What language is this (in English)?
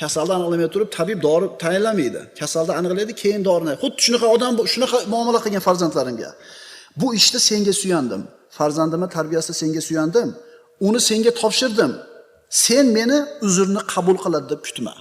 Uzbek